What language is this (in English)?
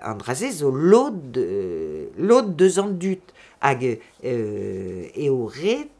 Breton